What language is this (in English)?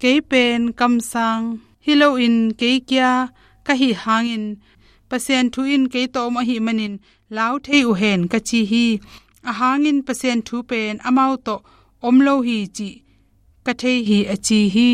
Tedim Chin